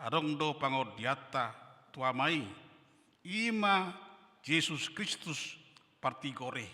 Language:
Batak Toba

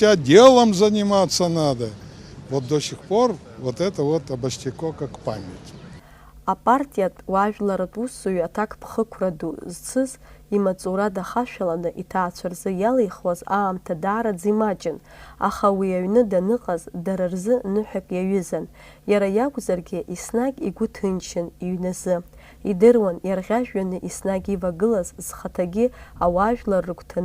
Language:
Abkhazian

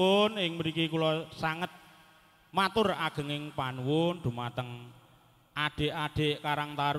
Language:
Javanese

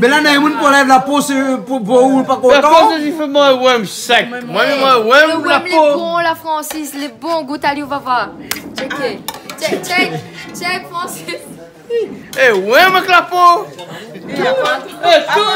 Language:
Réunion Creole French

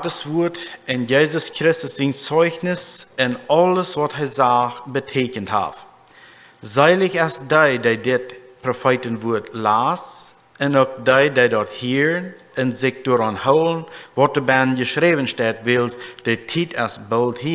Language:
Plautdietsch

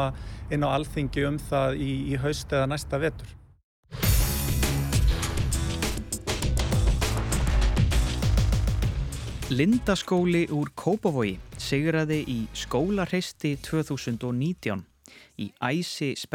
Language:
Icelandic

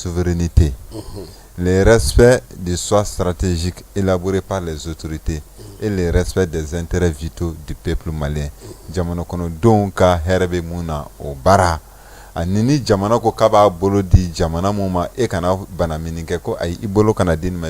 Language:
Bambara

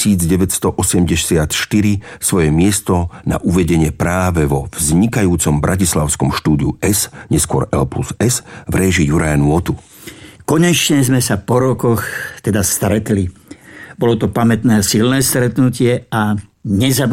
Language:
Slovak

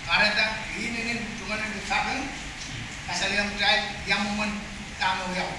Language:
Pohnpeian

